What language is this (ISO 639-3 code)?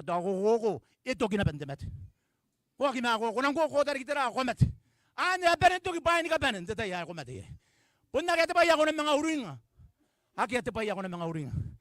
gil